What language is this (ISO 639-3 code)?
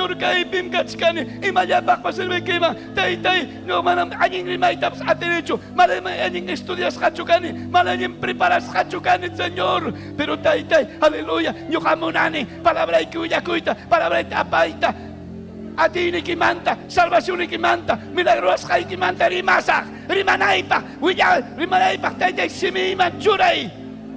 quy